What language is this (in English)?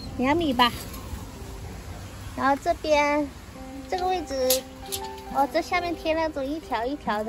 Chinese